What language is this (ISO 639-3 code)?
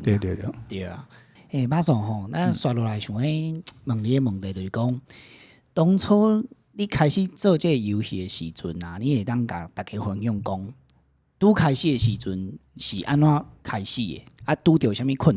nan